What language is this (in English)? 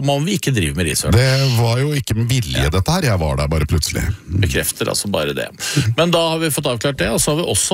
Norwegian